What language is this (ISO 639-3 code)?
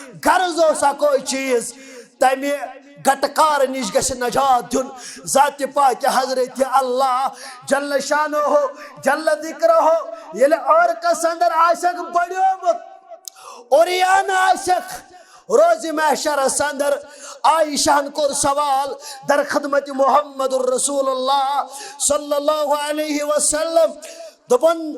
kas